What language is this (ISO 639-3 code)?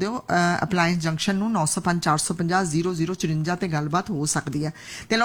pan